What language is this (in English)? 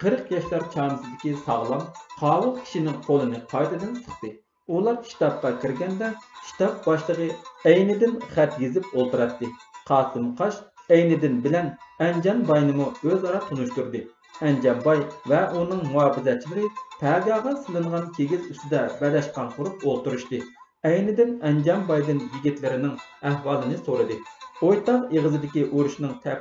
Uyghur